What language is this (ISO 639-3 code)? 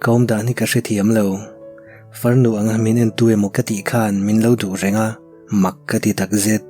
lus